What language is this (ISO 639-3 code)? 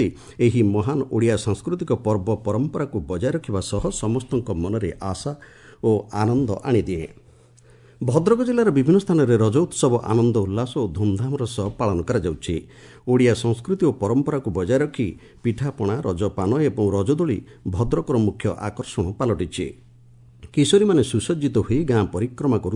ori